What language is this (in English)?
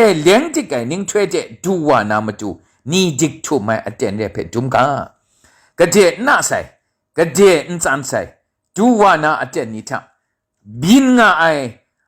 Kachin